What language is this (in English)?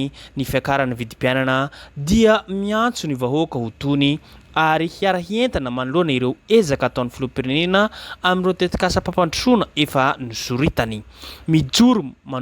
Malagasy